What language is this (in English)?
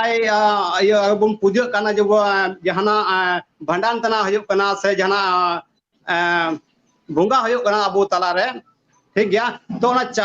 Santali